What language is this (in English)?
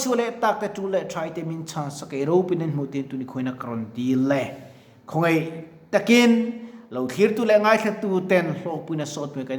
Mizo